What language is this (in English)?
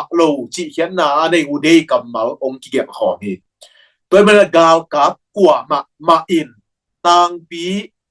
Tedim Chin